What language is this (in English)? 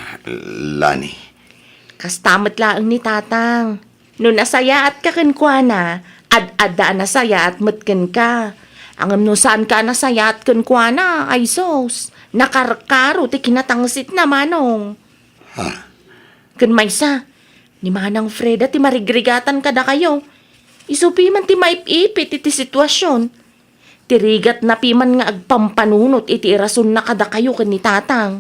Iloko